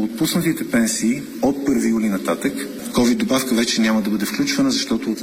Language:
Bulgarian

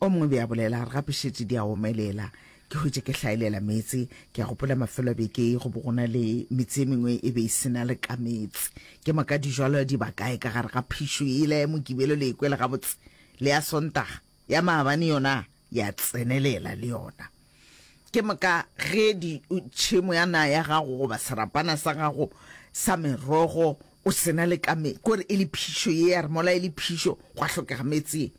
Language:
Northern Sotho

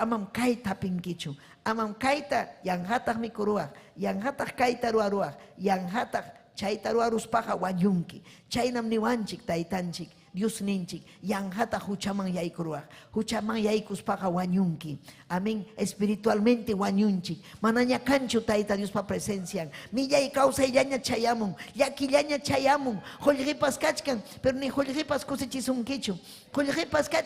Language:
Ayacucho Quechua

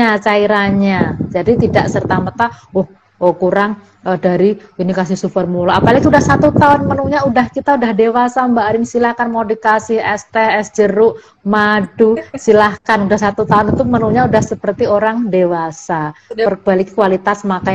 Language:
Indonesian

